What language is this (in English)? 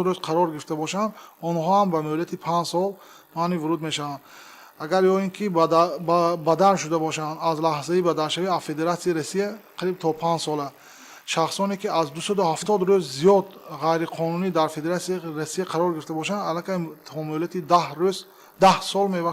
Tajik